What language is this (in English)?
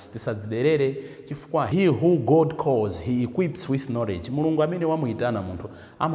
Nyanja